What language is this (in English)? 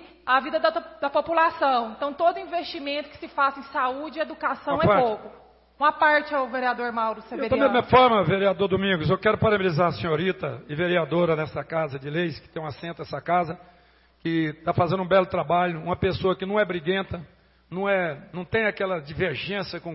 Portuguese